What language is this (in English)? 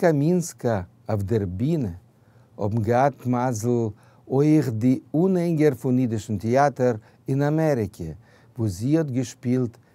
Yiddish